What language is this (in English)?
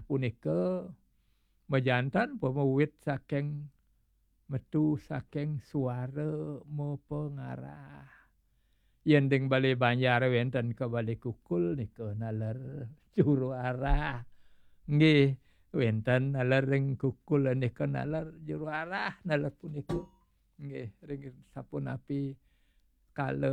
Balinese